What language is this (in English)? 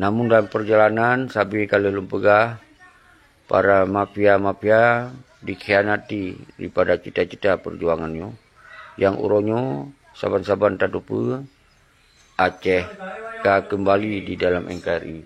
Achinese